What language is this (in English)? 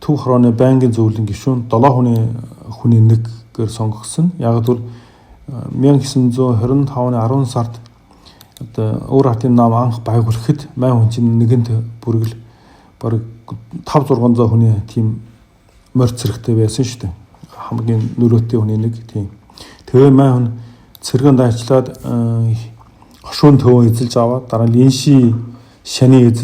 Mongolian